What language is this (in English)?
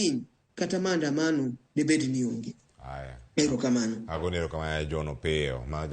Luo (Kenya and Tanzania)